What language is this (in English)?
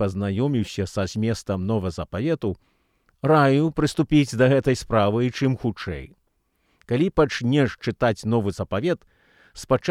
Belarusian